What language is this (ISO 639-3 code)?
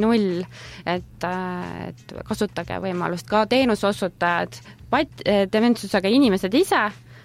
est